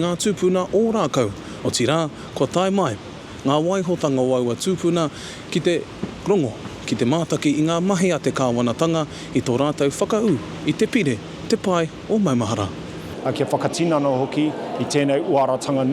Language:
Māori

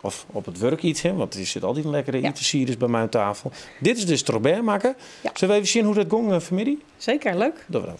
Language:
Western Frisian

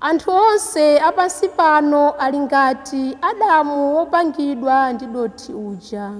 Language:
Nyanja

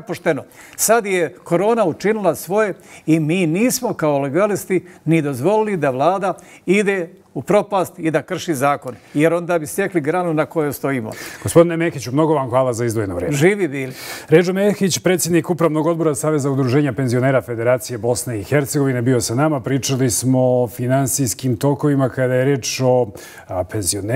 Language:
Bosnian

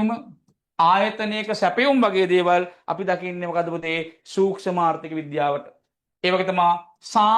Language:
Sinhala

